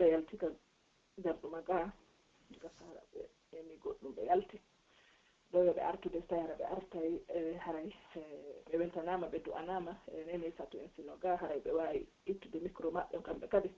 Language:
Pular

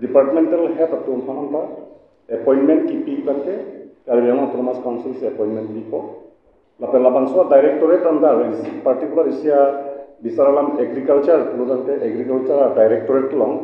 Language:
Karbi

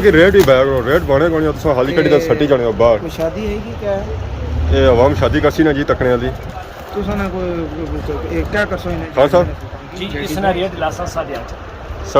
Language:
Pahari-Potwari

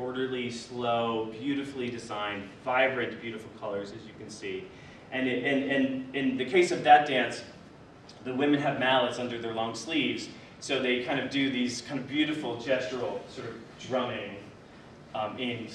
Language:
English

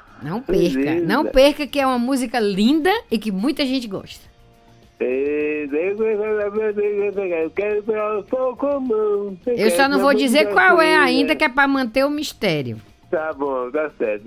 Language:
Portuguese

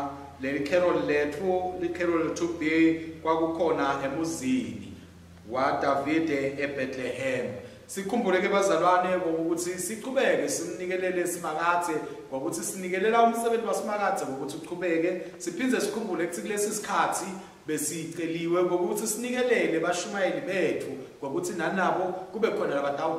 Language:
Swati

